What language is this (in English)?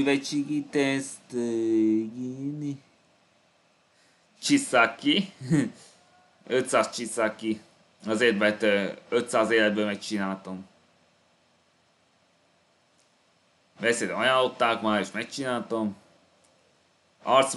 Hungarian